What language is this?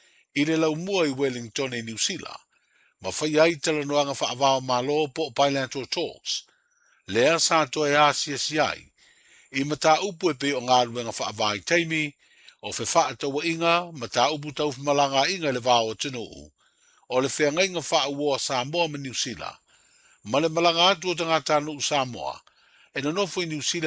Samoan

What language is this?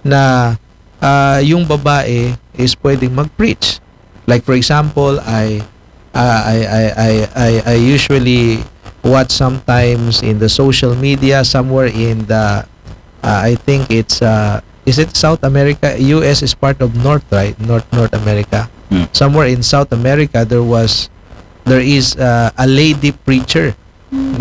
Filipino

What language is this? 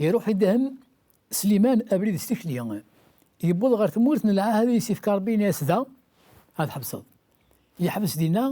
Kabyle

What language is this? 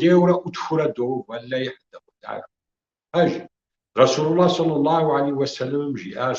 Kabardian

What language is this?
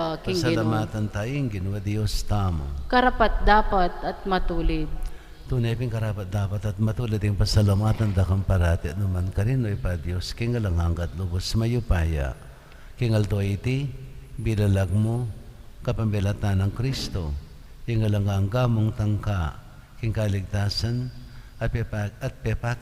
Pampanga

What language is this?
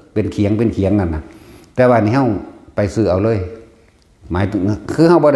Northeastern Thai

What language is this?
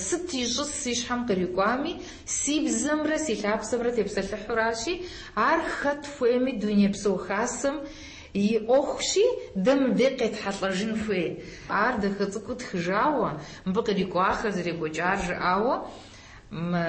Kabardian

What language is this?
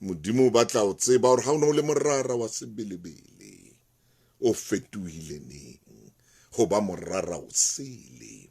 Southern Sotho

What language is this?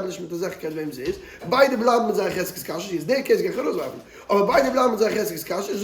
Yiddish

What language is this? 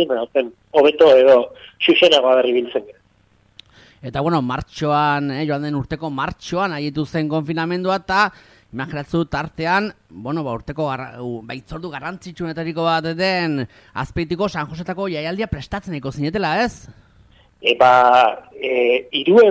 Basque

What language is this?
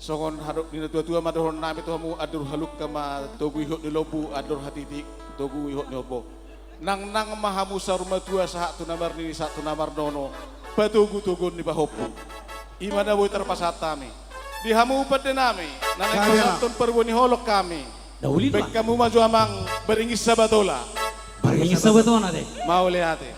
Batak Simalungun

